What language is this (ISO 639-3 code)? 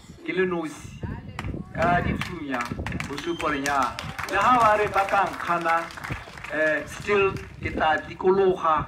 tsn